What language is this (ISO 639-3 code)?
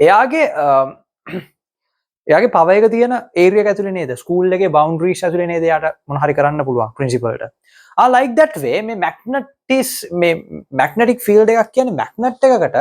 sin